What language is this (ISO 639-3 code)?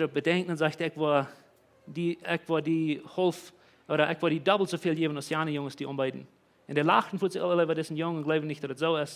pdt